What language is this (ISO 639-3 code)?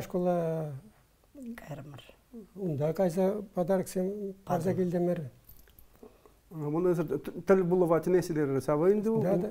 chv